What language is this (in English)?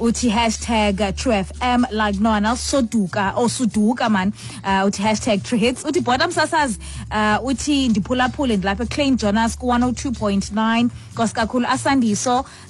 Xhosa